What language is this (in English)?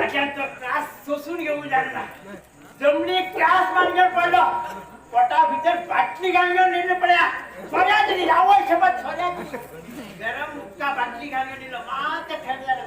Konkani